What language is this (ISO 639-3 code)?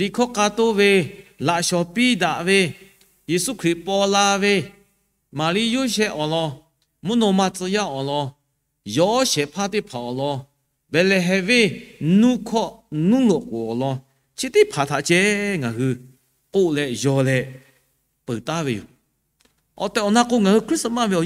lhu